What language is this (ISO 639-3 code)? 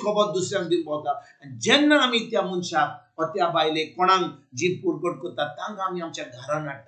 kok